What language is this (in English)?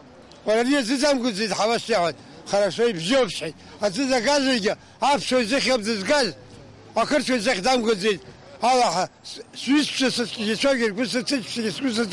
Abkhazian